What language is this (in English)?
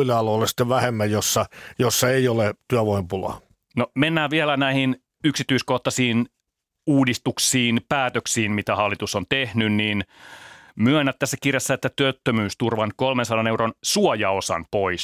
Finnish